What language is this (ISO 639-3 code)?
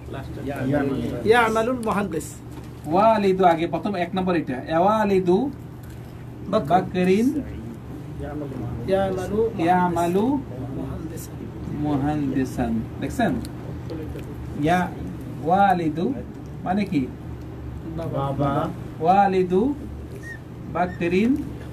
ben